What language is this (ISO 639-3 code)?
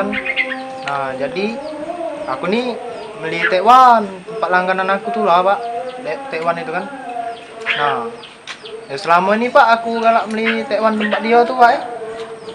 mui